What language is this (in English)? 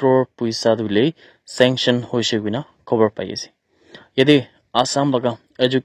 Naga Pidgin